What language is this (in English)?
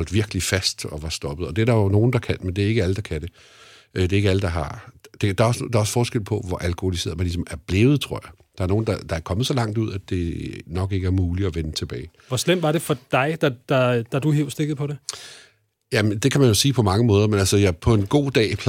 Danish